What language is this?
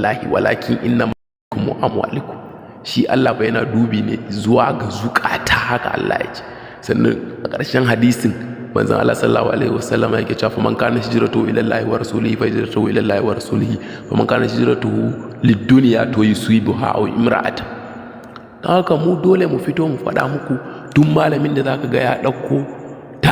Hausa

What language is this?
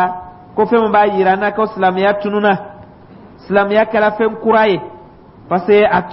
Dyula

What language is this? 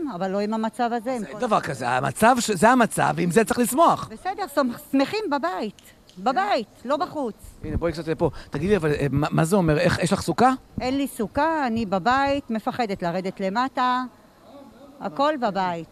Hebrew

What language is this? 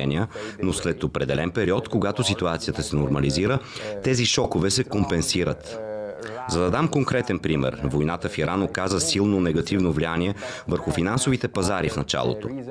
Bulgarian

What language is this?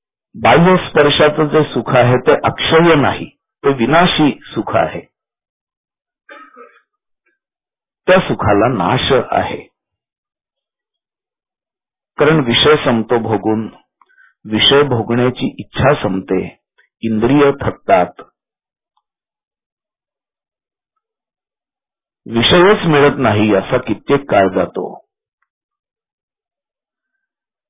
Marathi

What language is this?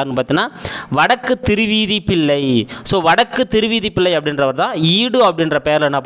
Tamil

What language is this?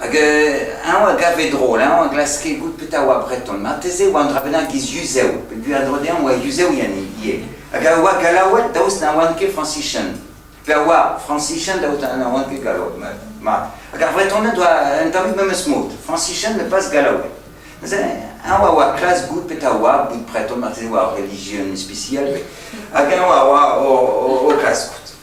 Breton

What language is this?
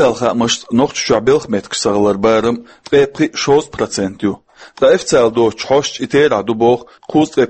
Chechen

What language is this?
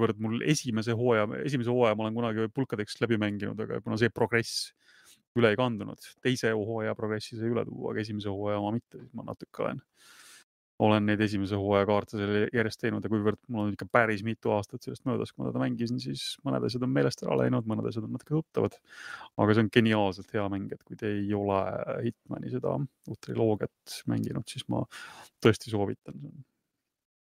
Estonian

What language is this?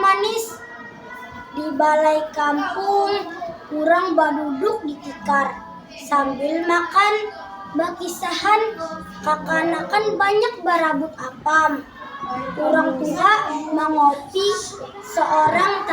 Banjar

